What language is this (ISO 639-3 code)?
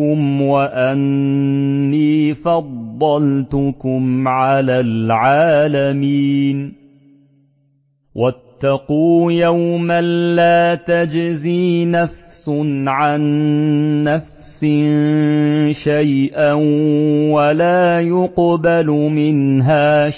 ara